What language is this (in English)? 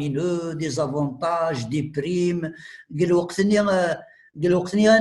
Kabyle